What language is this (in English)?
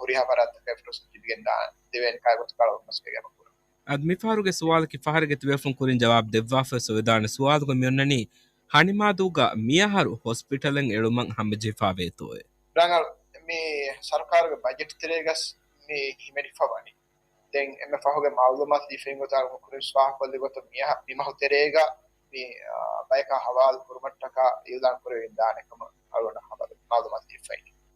Divehi